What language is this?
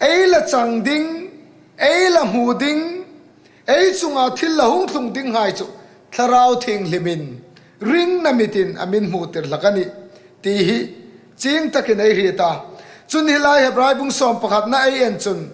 Hmar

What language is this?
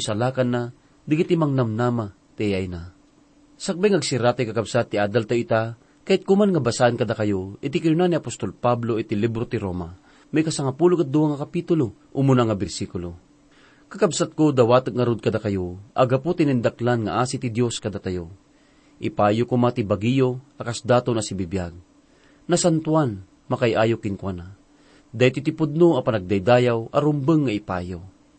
Iloko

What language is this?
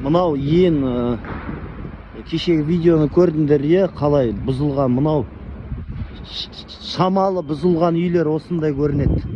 Kazakh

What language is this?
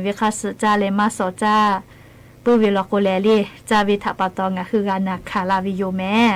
Lahu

